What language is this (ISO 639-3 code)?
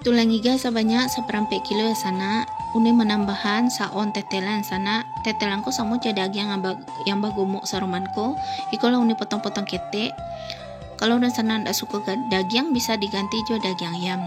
min